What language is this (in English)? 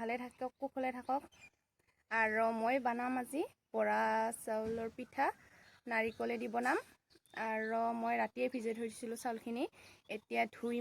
Assamese